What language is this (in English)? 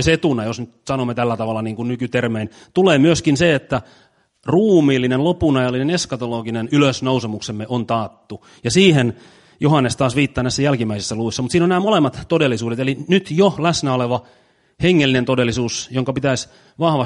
Finnish